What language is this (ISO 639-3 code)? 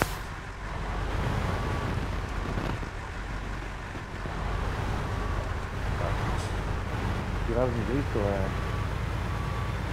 ita